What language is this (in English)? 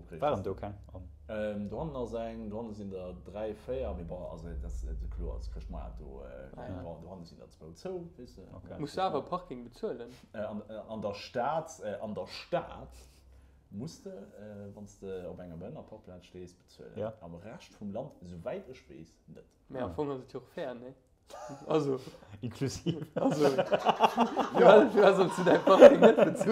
Luxembourgish